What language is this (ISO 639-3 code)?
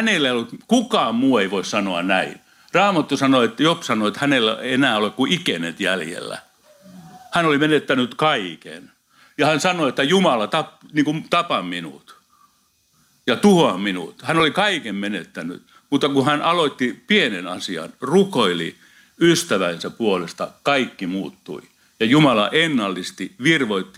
fin